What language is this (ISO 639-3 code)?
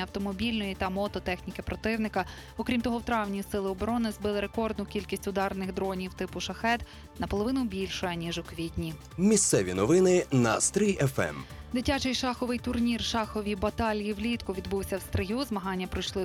ukr